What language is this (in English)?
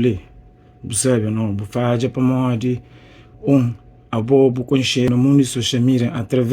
Kabuverdianu